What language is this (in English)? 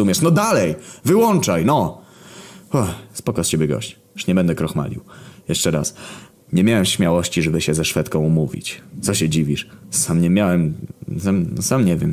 Polish